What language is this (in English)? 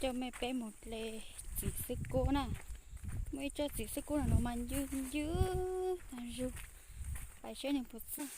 Hmong